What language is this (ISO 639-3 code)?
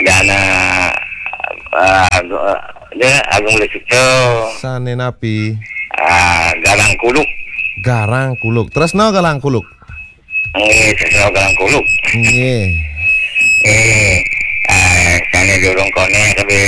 ban